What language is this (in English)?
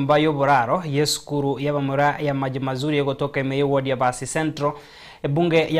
Gusii